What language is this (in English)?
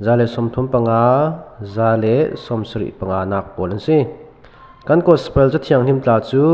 Falam Chin